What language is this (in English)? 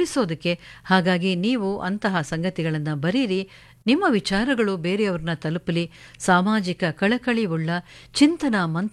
Kannada